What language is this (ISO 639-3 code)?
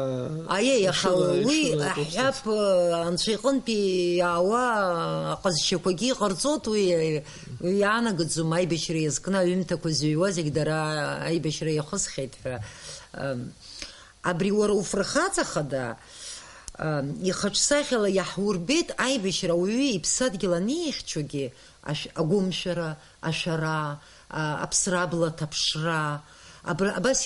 abk